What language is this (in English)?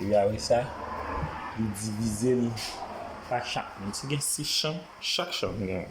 Haitian Creole